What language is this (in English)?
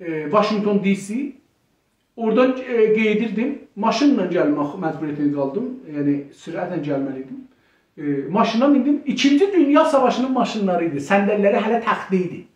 South Azerbaijani